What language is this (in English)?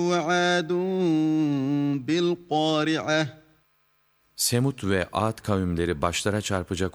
Turkish